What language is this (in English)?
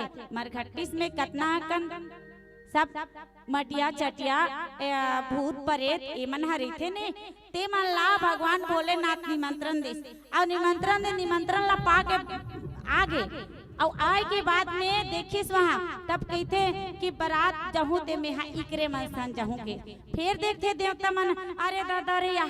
Chhattisgarhi